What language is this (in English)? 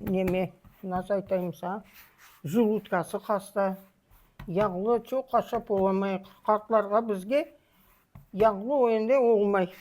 Crimean Tatar